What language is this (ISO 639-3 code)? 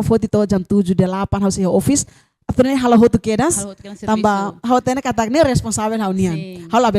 tet